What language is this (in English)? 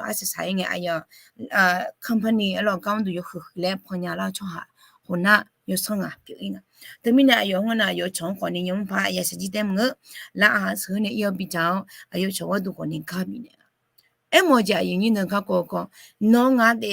Akha